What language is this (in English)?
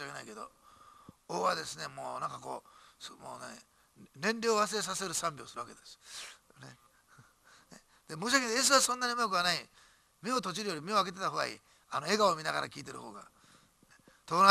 Japanese